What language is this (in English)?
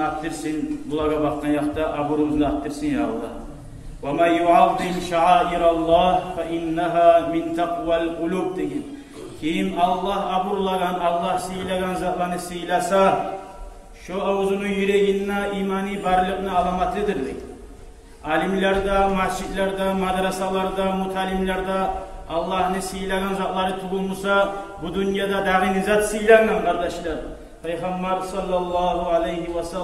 Kumyk